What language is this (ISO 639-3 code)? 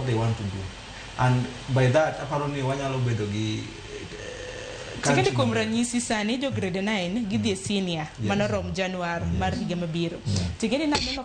luo